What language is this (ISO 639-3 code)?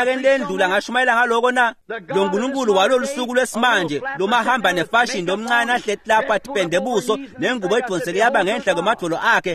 ssw